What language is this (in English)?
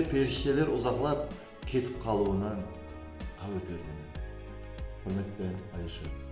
Kara-Kalpak